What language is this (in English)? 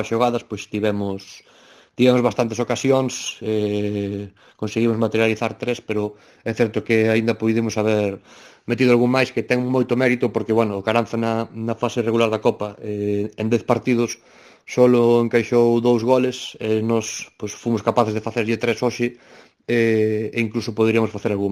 Galician